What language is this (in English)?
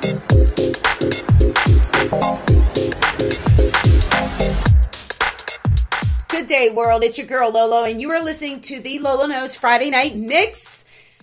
English